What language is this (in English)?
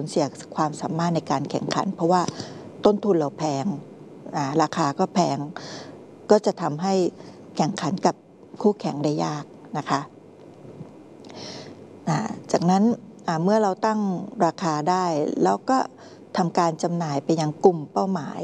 Thai